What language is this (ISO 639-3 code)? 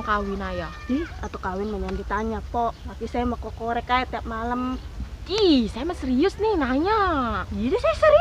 bew